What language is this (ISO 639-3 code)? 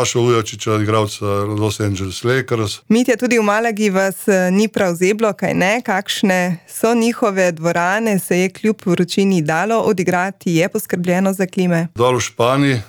slv